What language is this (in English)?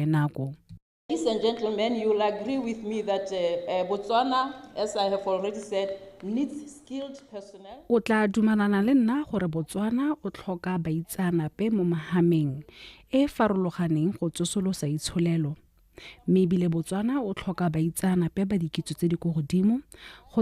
Tswana